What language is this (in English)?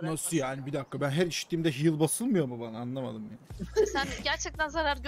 Turkish